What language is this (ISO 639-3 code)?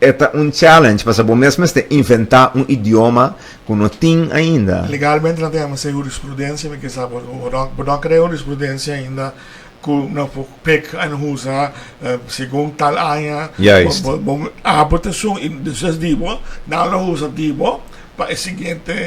pap